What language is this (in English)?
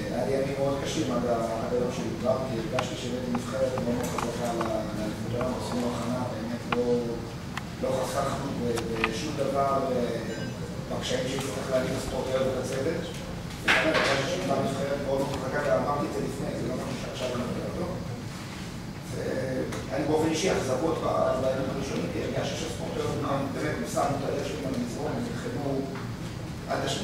Hebrew